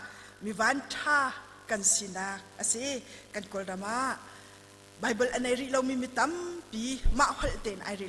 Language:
Hakha Chin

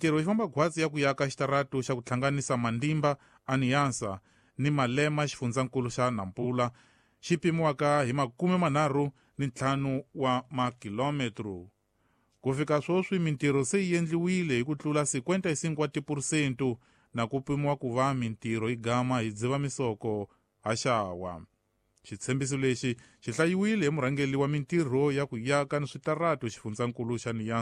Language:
Tsonga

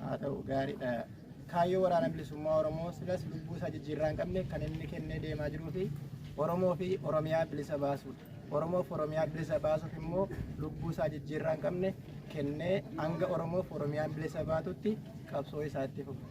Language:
Oromo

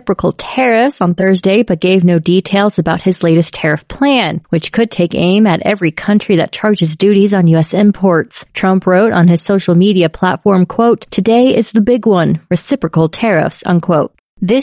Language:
English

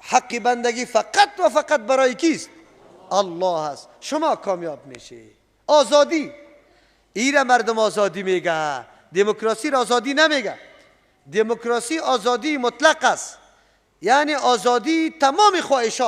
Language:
Persian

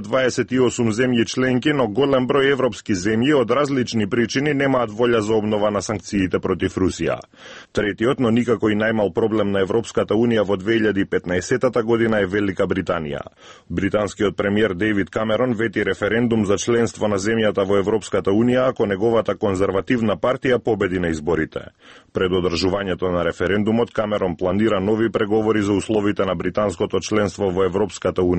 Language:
Macedonian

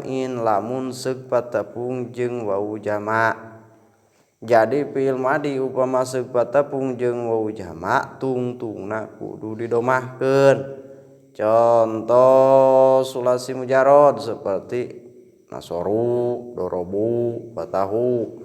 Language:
Sundanese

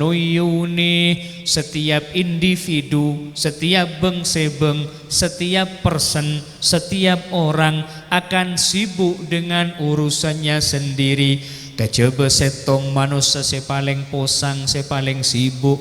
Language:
Madurese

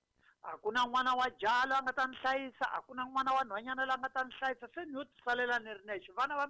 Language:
Tsonga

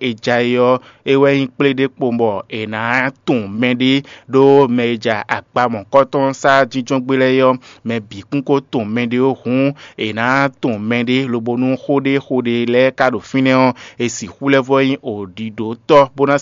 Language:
Fon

